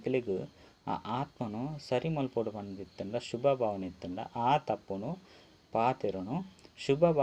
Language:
Tulu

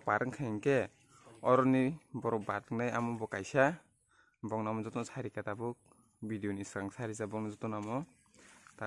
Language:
Kok Borok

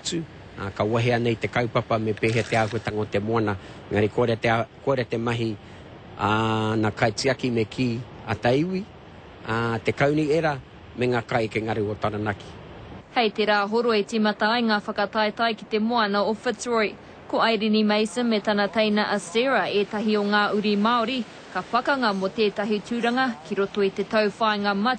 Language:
Māori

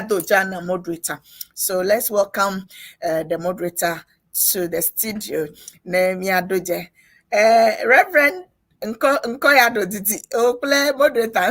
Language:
Ewe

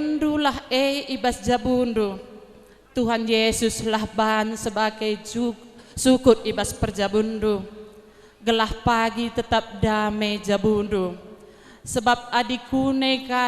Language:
Batak Karo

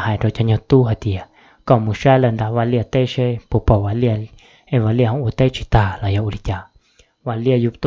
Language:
Hmong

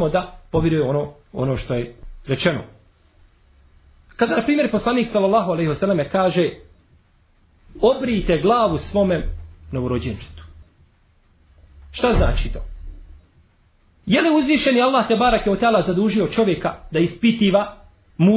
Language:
Bosnian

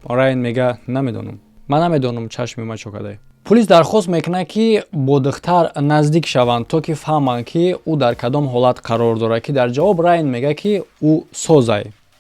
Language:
Tajik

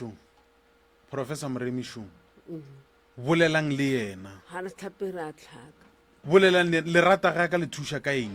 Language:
Northern Sotho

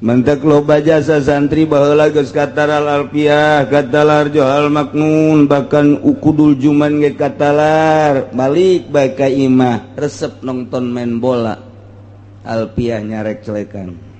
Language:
Sundanese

